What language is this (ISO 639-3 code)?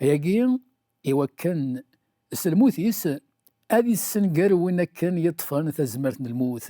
kab